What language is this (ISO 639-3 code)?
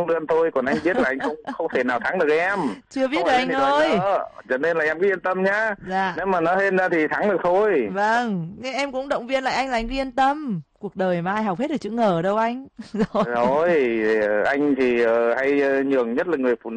vie